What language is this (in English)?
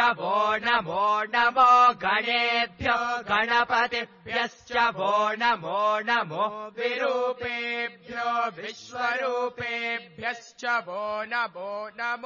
Sanskrit